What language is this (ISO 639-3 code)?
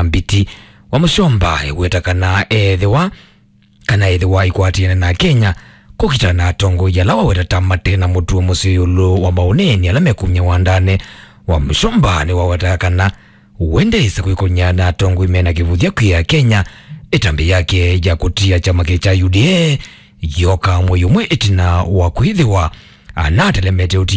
kam